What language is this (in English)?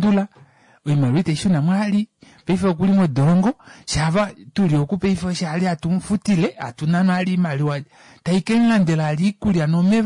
Kuanyama